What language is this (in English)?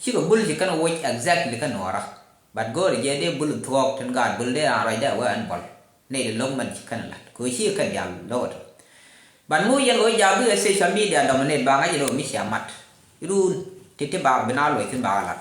Nuer